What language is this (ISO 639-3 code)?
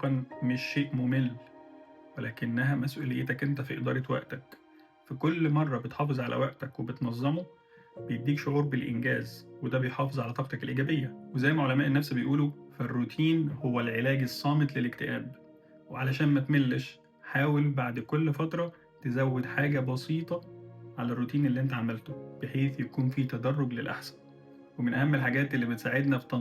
arz